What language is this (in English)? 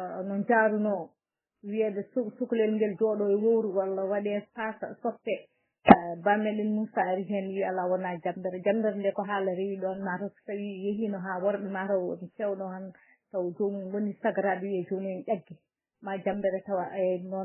Fula